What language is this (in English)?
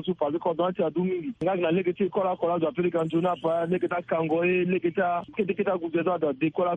Sango